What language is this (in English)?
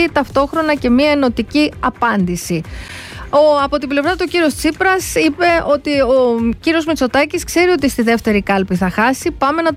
Greek